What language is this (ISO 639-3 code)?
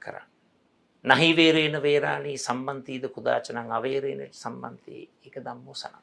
sin